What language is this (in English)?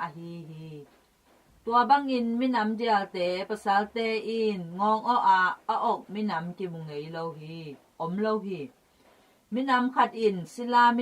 Tedim Chin